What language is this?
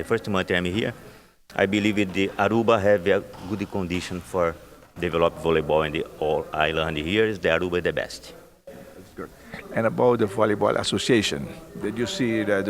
Papiamento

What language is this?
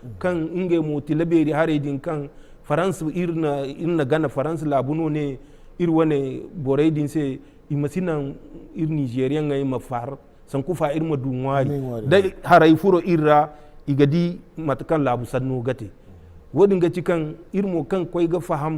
Zarma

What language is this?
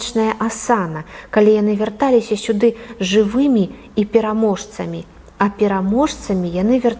Belarusian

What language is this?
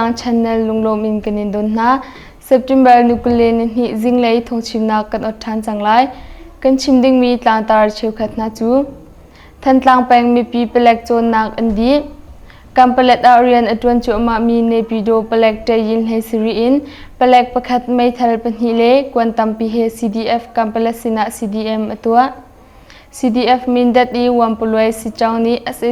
Hakha Chin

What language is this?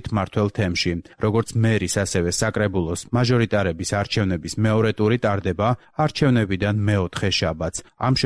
Georgian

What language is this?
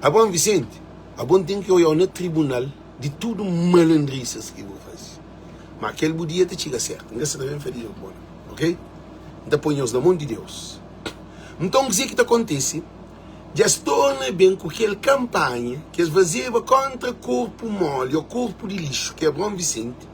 Kabuverdianu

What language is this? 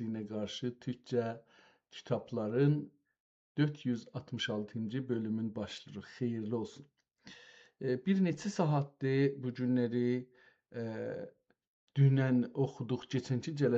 South Azerbaijani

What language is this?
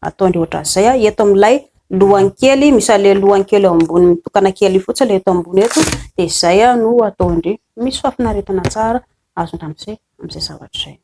Malagasy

